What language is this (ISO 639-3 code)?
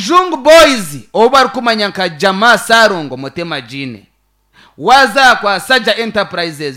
nyn